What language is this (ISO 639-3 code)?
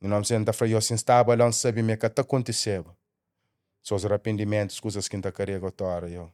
kea